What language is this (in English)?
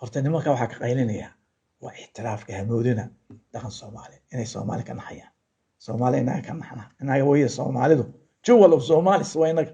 Somali